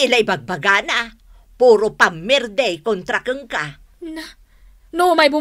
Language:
Iloko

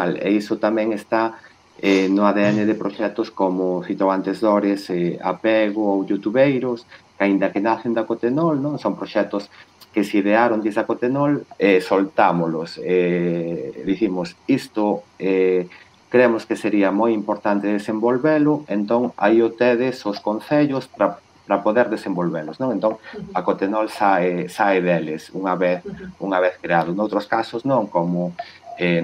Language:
Galician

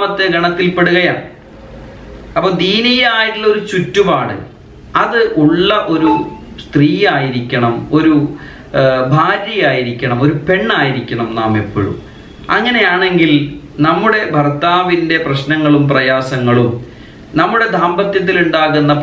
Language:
Malayalam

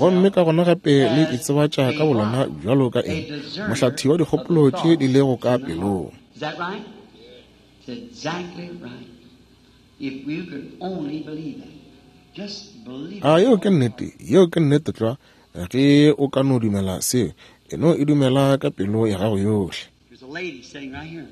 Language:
Northern Sotho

